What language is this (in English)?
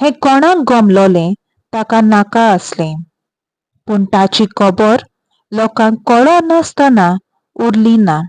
Konkani